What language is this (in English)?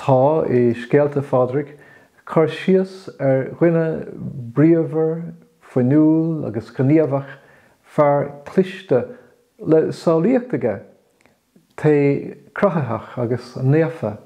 Irish